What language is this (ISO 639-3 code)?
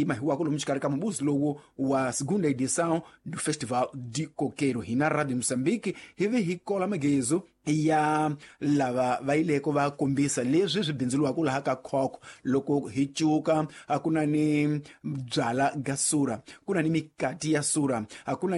tso